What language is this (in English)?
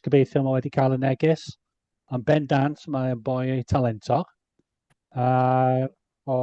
Welsh